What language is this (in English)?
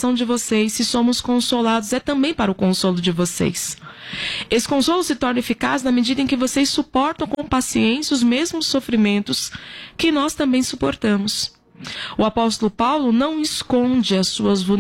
Portuguese